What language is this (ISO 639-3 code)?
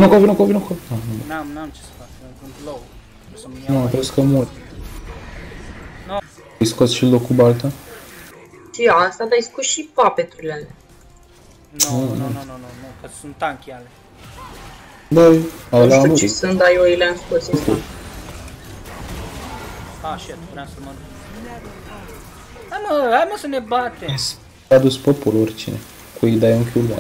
ron